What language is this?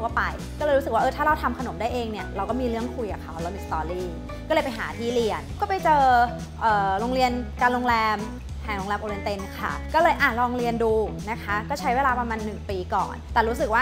Thai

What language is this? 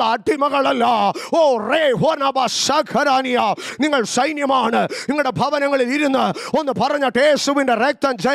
Malayalam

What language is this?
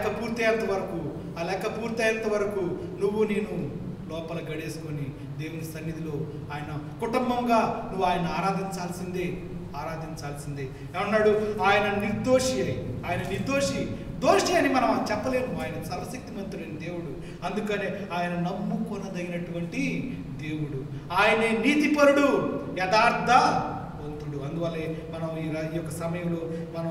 Telugu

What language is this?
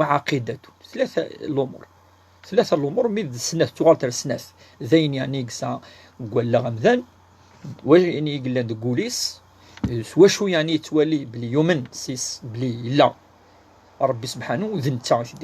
Kabyle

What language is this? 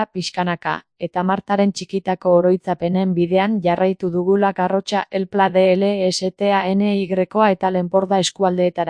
Basque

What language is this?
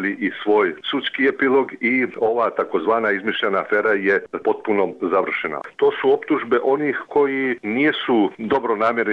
Bosnian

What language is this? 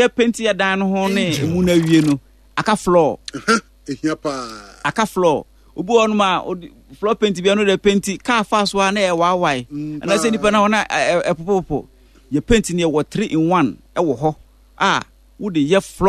Akan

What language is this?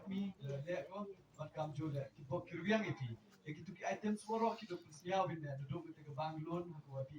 Khasi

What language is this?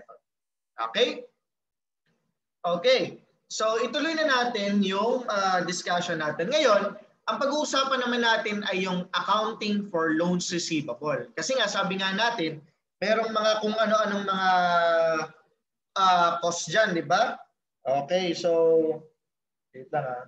Filipino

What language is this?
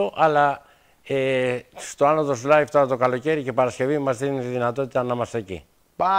Greek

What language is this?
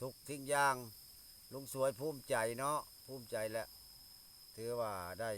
Lao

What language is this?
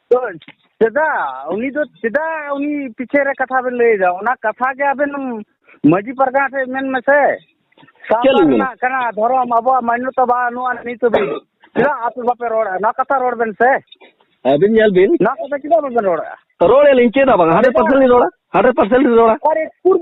Santali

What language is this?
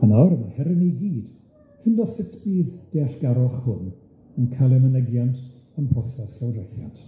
Welsh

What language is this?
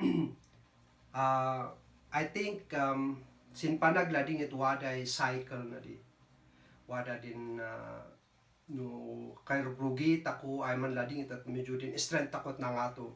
Kankanaey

